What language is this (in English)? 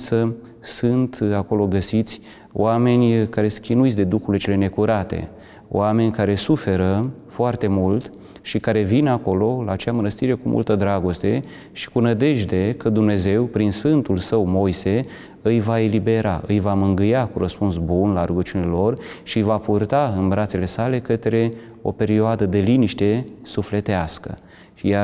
Romanian